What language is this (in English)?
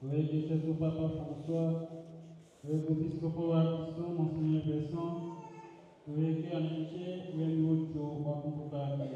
Tetela